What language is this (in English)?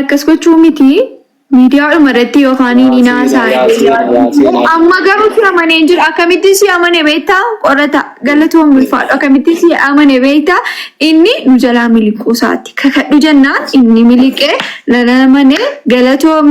Oromo